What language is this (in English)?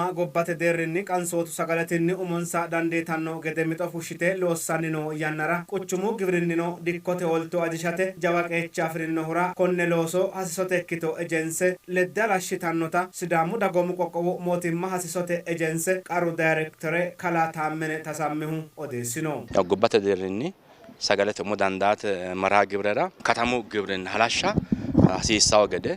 Sidamo